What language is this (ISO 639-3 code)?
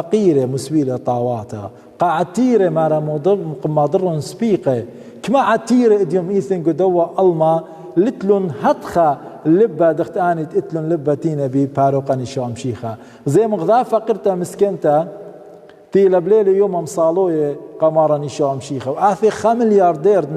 aii